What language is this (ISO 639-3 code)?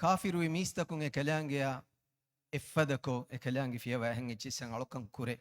div